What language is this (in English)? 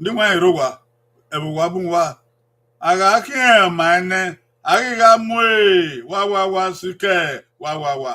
Bini